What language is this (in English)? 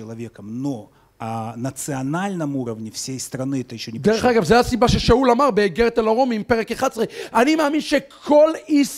Hebrew